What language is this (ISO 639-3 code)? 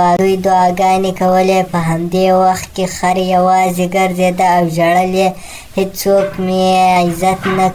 pus